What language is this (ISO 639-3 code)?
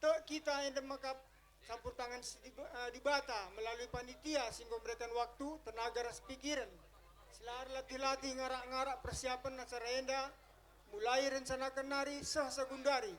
btx